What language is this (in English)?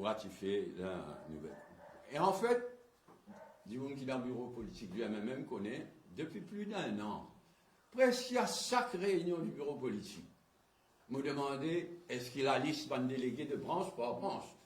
Morisyen